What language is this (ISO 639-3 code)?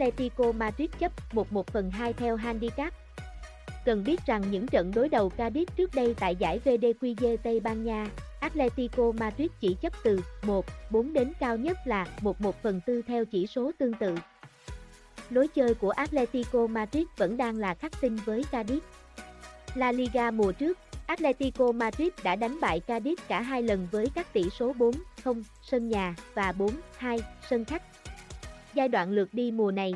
vie